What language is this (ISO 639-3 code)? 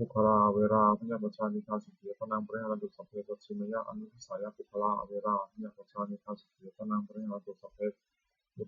pli